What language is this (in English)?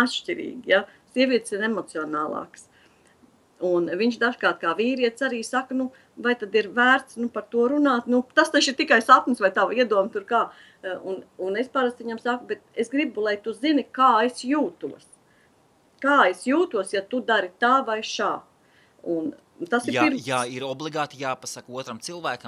Latvian